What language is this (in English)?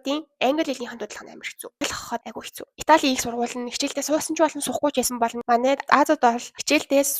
Mongolian